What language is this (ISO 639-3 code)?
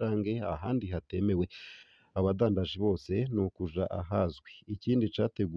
run